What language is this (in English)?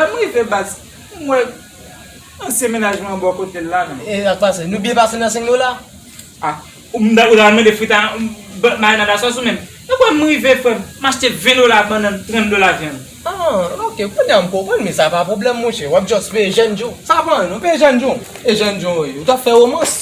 Haitian Creole